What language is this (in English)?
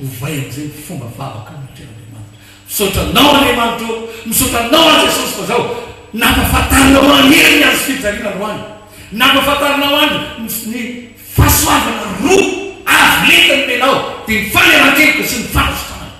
Malagasy